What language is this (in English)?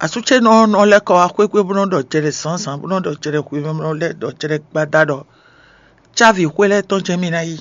Fon